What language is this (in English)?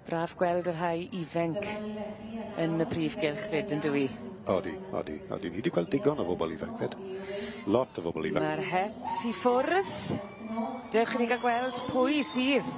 Welsh